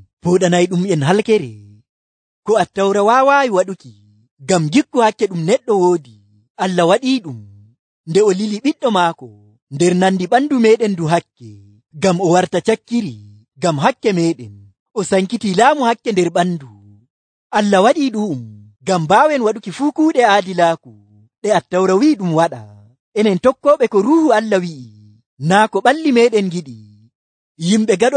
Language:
Nigerian Fulfulde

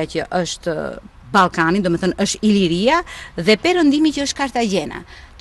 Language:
Albanian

